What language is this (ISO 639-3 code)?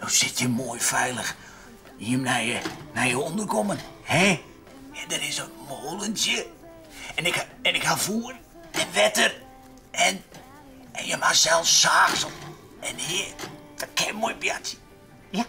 fry